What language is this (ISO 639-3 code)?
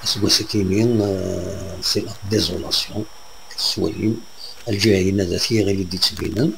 kab